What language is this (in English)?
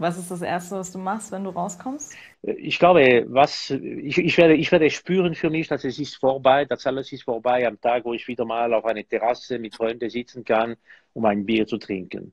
Swiss German